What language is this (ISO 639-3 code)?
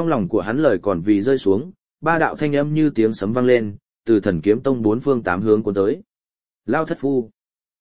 vie